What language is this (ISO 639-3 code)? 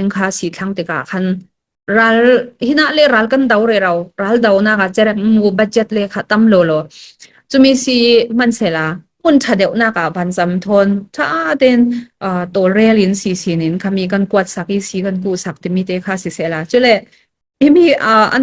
cfm